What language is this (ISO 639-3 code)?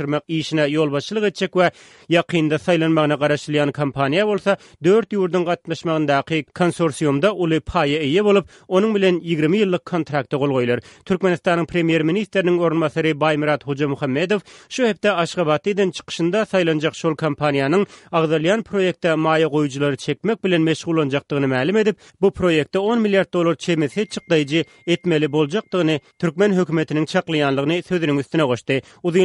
tuk